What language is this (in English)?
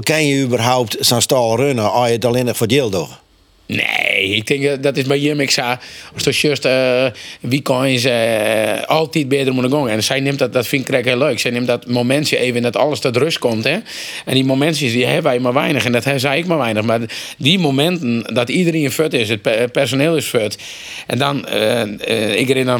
Western Frisian